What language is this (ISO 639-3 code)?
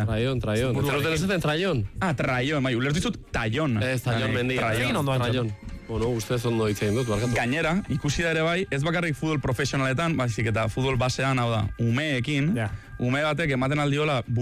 eus